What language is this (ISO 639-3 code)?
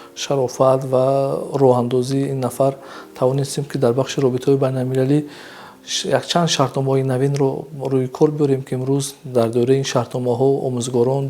tgk